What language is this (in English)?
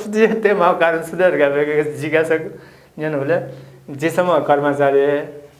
Newari